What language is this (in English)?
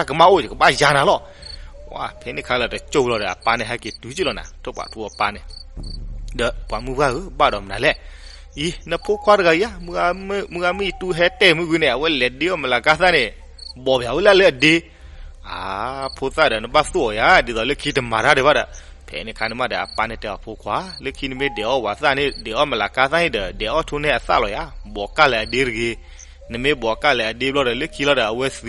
S'gaw Karen